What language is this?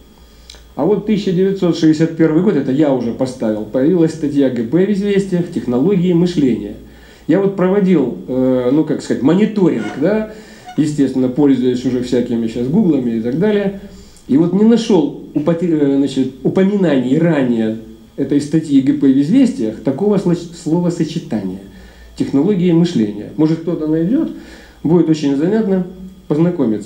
Russian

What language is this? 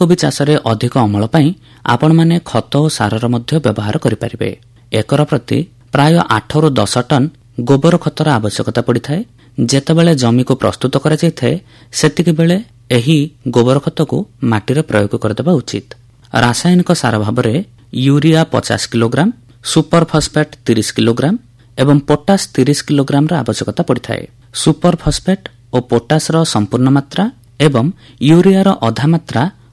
Odia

